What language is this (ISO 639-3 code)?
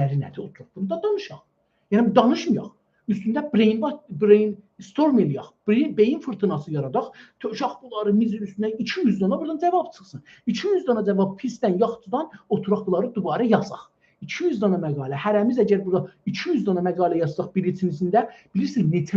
azb